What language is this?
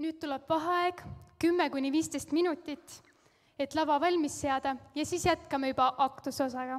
Estonian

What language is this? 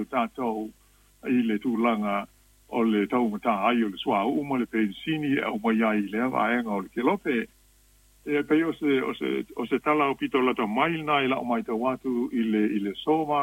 Samoan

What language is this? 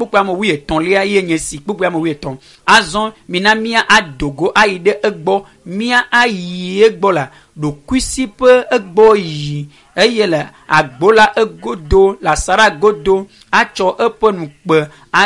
Ewe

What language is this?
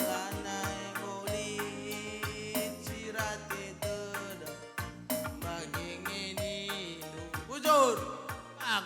Batak Karo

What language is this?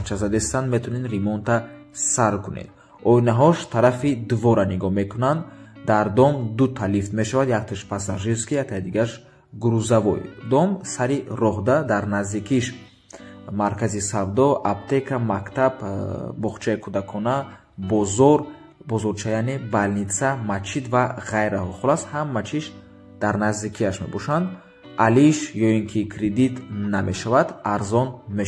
Tajik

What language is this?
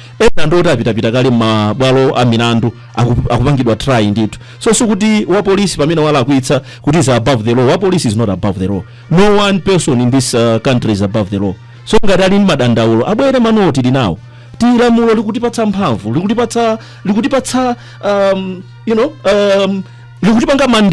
Nyanja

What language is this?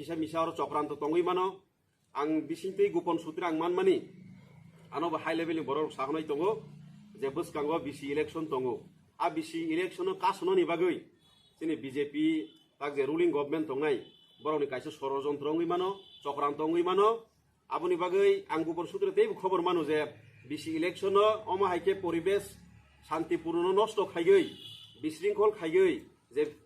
Riang (India)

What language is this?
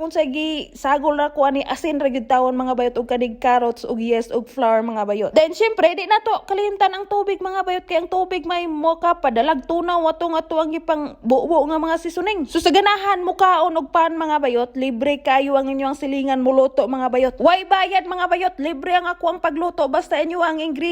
Cebuano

